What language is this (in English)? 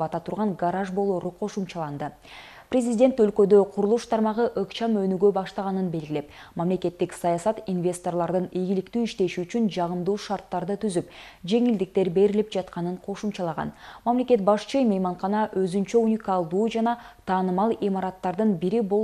Kyrgyz